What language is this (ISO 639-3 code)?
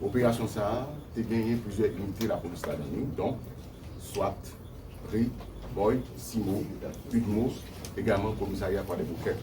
hat